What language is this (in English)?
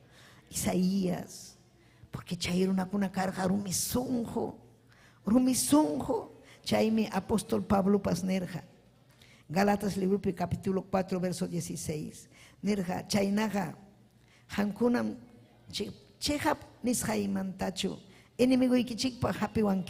Ayacucho Quechua